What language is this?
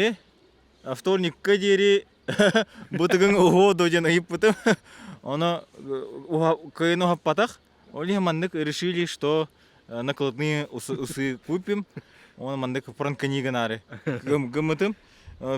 Yakut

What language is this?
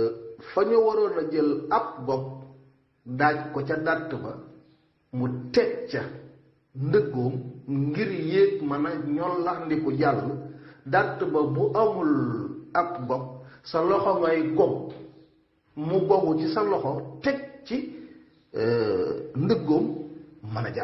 Wolof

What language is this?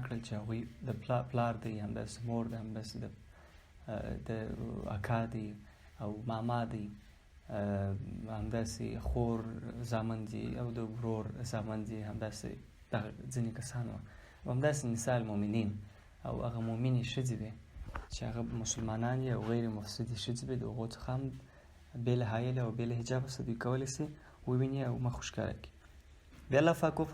Pashto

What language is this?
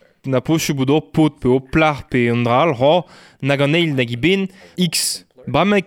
Breton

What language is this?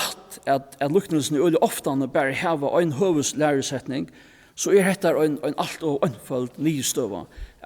Faroese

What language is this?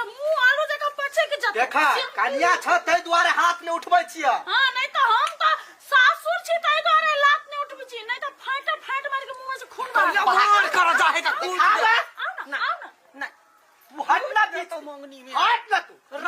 Maithili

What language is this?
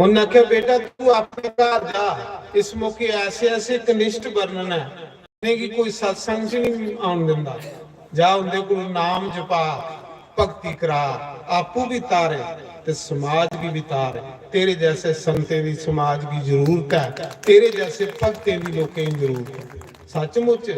Dogri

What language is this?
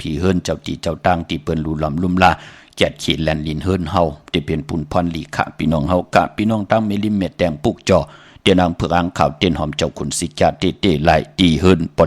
Shan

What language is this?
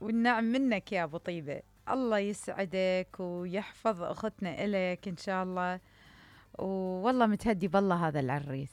Mesopotamian Arabic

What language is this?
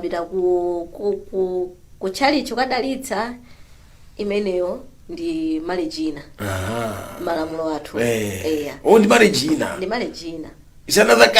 Nyanja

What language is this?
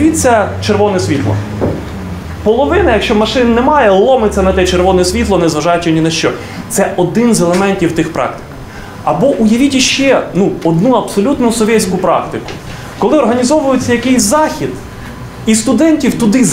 Ukrainian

